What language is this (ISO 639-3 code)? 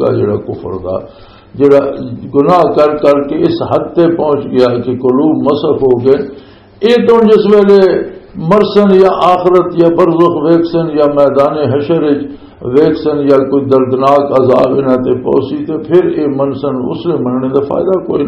lah